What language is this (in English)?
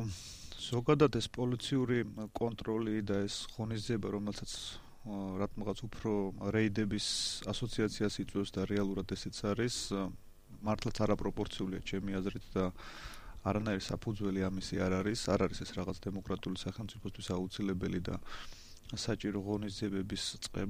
Georgian